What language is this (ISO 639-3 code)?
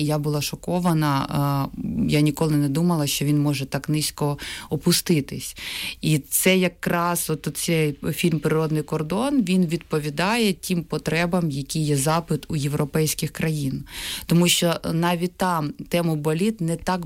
ukr